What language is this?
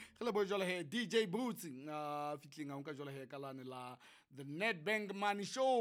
Southern Sotho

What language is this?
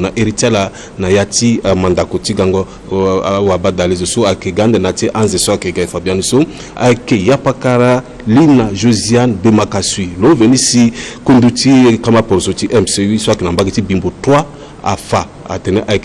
Sango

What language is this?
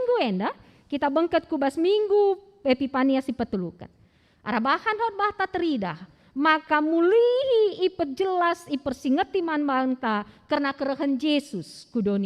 Batak Karo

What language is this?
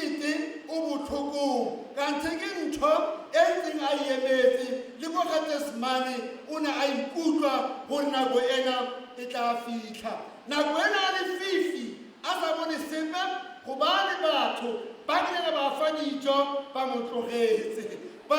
Tswana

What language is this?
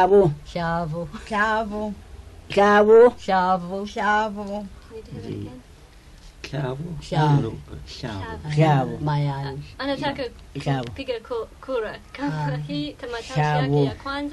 Swahili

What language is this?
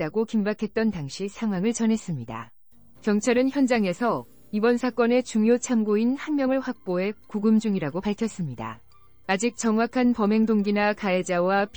Korean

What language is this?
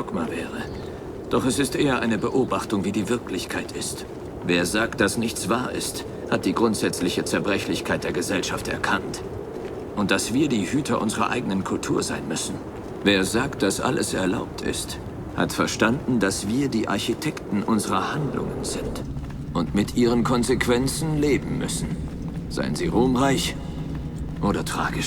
Bavarian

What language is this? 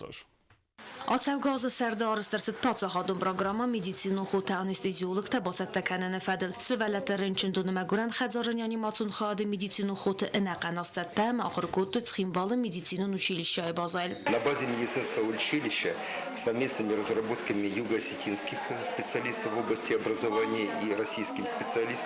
Ossetic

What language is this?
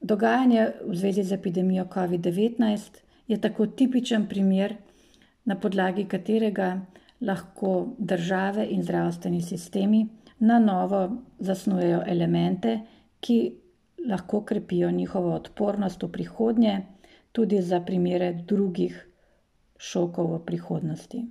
Slovenian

